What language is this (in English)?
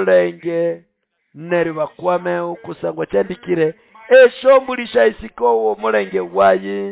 Nande